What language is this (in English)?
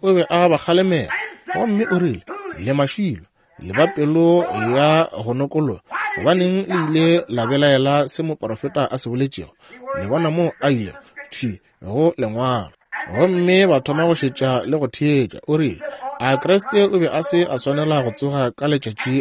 Northern Sotho